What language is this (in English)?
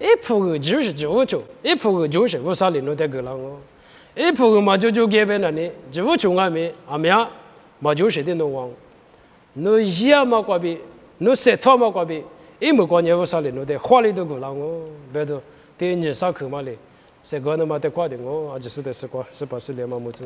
Lisu